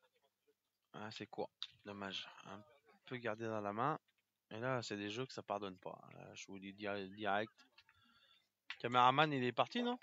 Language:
French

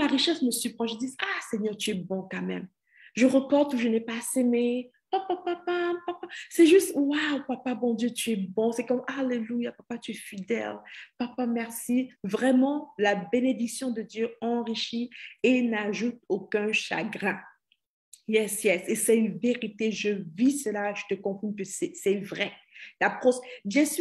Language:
French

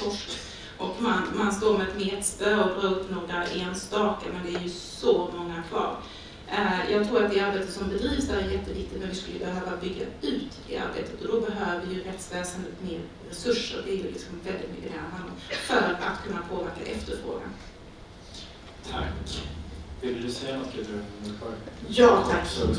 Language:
Swedish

